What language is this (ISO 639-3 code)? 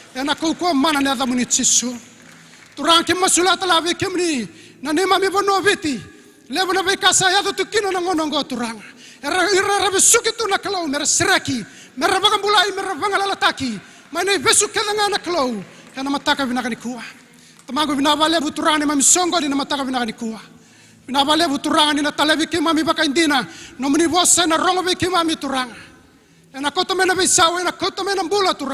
fij